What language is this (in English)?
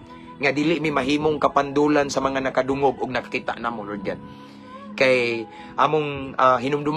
Cebuano